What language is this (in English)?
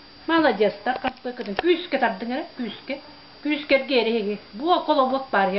Yakut